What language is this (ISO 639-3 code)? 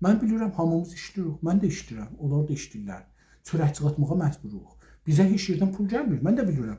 azb